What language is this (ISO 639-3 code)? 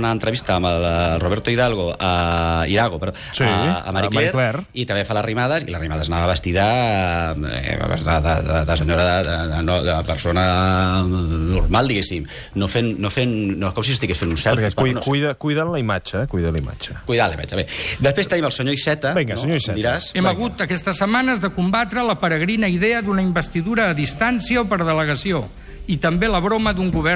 cat